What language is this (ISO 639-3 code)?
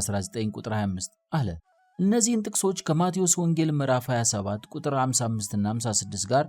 amh